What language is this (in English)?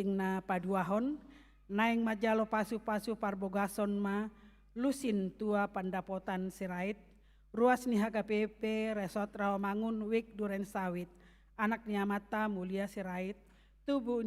Batak Toba